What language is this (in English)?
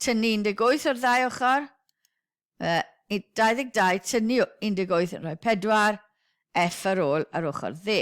Welsh